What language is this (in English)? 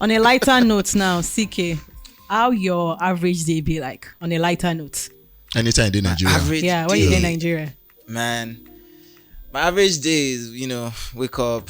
Nigerian Pidgin